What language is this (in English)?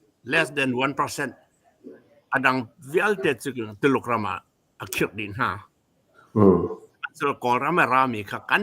Hakha Chin